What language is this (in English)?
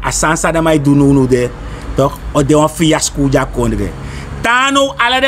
Sranan Tongo